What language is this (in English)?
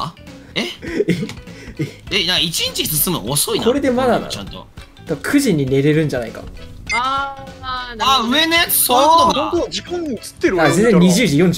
Japanese